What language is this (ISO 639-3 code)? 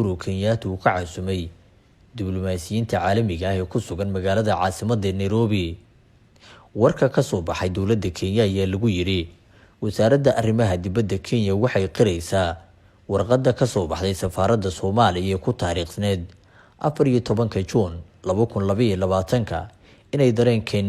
som